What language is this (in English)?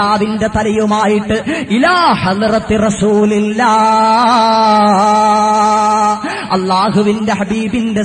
Malayalam